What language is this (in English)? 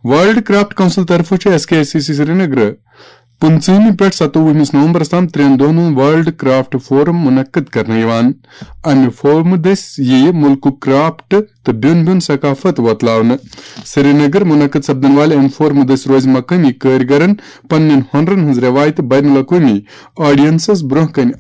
Kashmiri